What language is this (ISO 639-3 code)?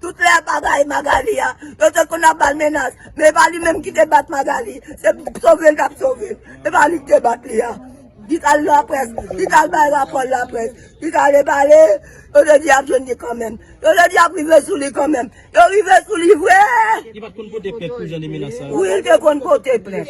hat